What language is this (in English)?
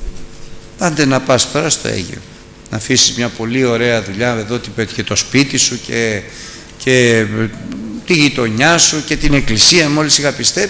Greek